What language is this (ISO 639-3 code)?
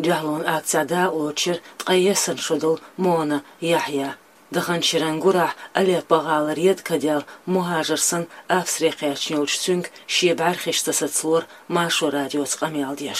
che